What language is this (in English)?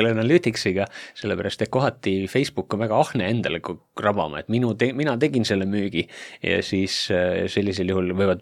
Estonian